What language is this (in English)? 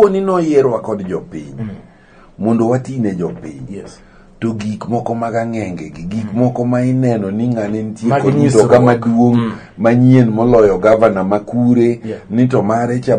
Luo (Kenya and Tanzania)